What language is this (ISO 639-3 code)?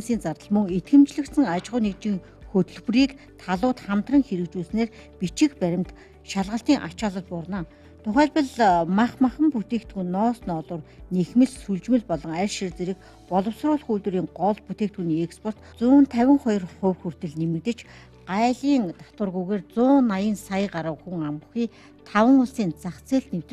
mon